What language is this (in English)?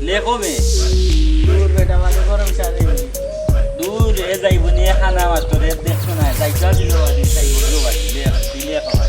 Sylheti